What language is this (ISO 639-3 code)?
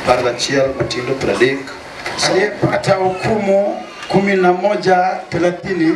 luo